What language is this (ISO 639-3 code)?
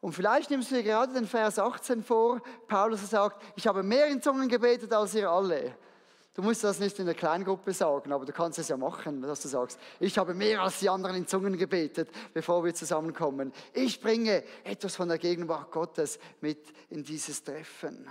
gsw